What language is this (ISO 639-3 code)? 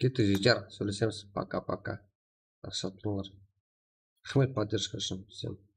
kaa